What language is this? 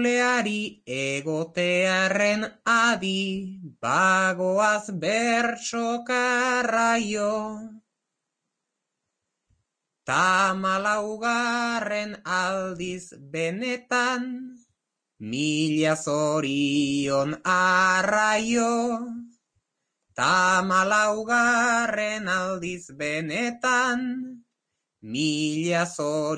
Basque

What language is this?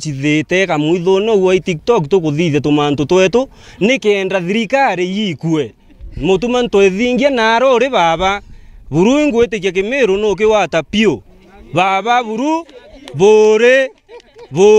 Meru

